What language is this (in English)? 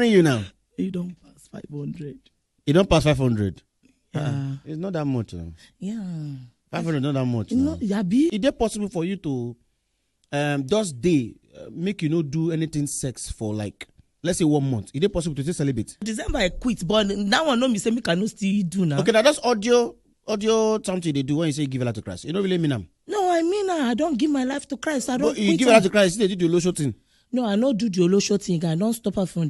Nigerian Pidgin